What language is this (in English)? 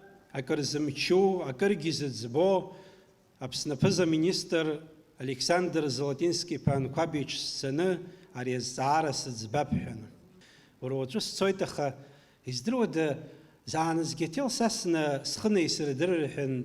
Abkhazian